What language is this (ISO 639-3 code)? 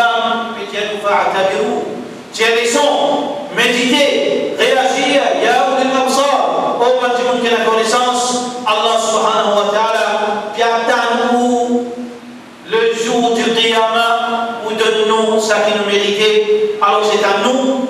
mfe